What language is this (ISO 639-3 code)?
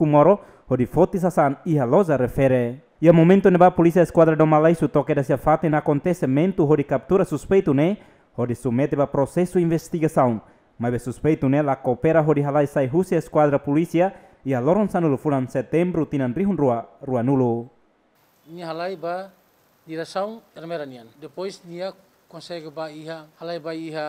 tet